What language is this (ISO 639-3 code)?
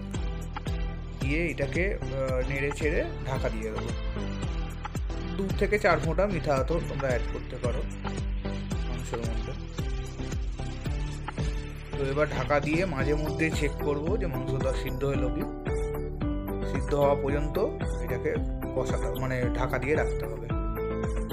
ben